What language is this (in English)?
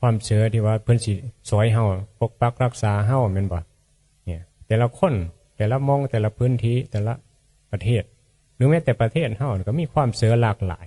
Northeastern Thai